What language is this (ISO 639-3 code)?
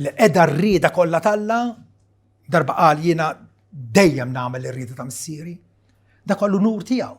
mlt